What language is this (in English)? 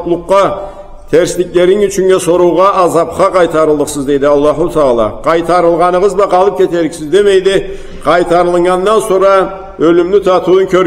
Karachay-Balkar